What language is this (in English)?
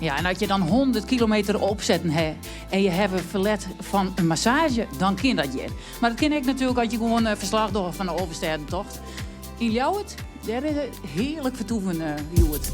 Western Frisian